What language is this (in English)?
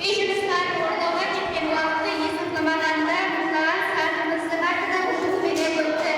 Kara-Kalpak